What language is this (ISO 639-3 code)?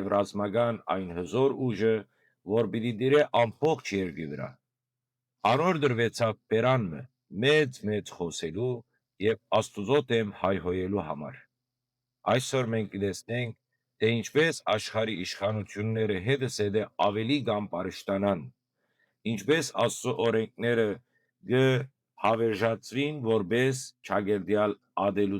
hyw